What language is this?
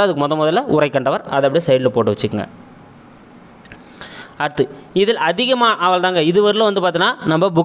Tamil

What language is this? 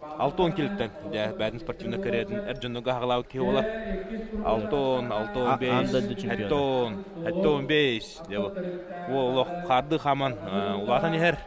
Yakut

